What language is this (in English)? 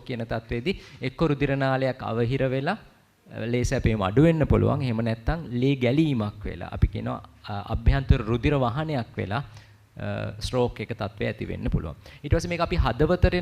Sinhala